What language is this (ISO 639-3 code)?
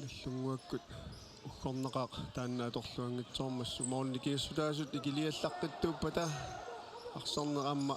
kal